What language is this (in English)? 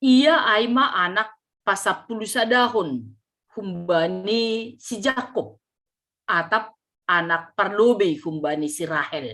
Batak Simalungun